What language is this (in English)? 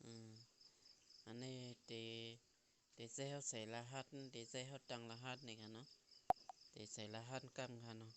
Shan